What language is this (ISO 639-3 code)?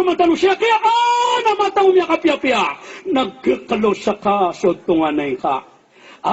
mrw